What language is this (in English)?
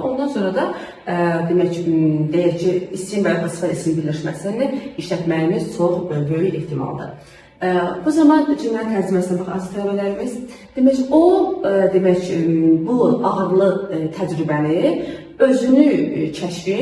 Azerbaijani